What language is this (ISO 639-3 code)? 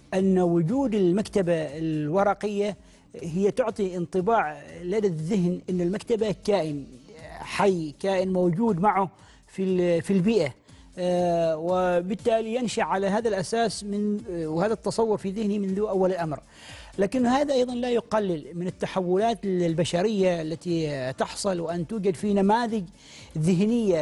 ara